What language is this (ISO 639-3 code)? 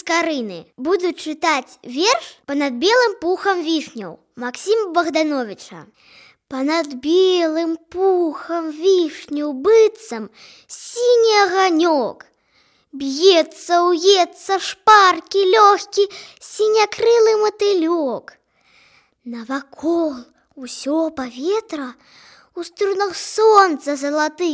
bel